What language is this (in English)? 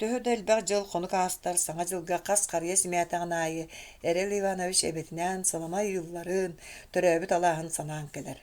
Yakut